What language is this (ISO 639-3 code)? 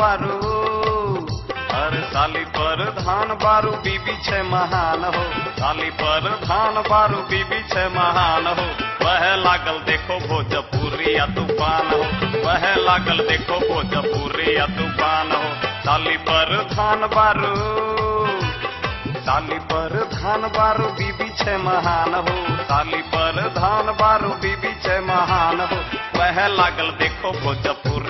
bho